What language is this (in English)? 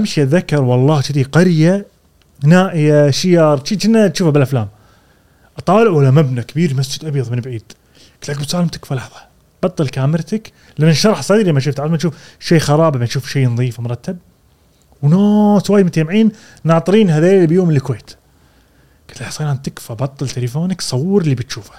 Gulf Arabic